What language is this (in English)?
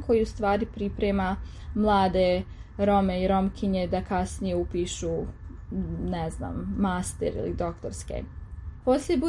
Serbian